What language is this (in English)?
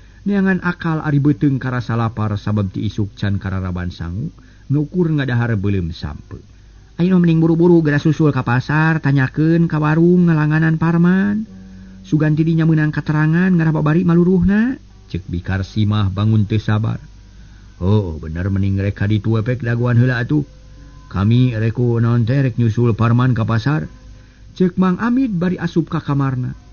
Sundanese